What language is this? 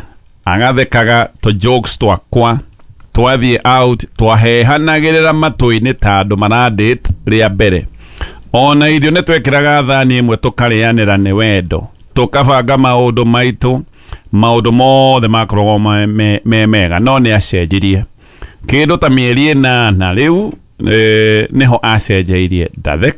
Kikuyu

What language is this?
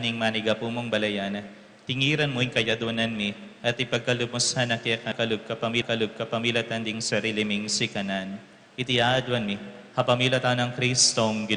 Pampanga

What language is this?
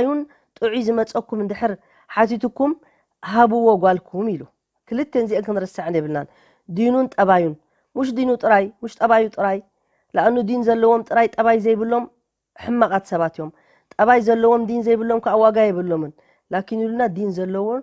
Tigrinya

